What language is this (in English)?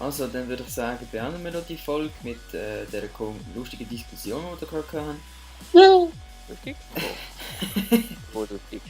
Swiss German